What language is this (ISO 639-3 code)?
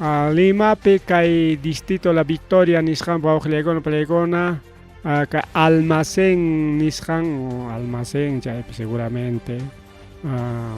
quy